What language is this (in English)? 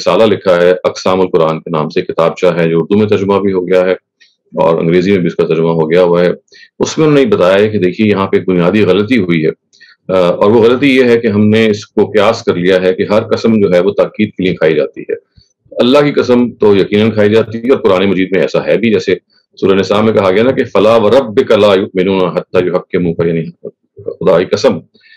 Urdu